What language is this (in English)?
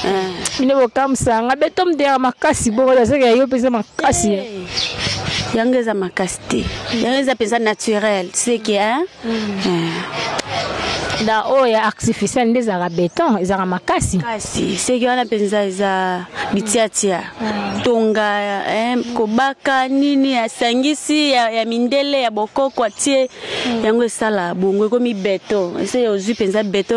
Lingala